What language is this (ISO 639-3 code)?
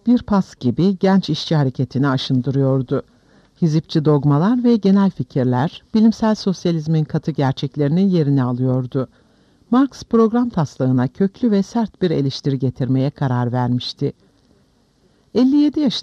tur